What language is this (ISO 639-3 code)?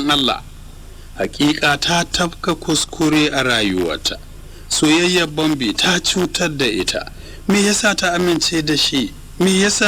hau